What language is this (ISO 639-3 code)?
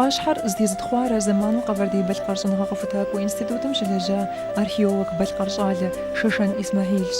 kbd